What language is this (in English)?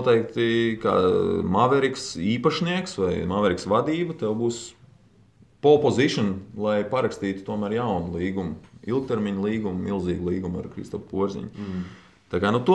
Latvian